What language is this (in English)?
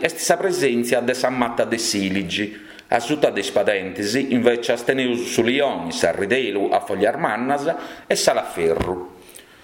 Sardinian